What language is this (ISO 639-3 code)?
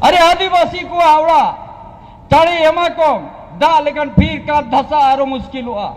sat